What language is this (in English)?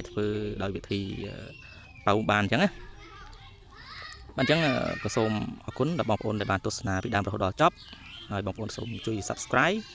Khmer